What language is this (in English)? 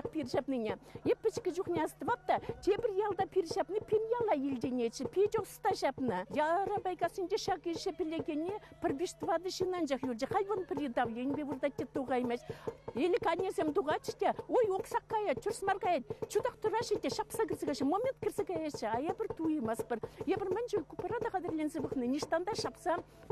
Chuvash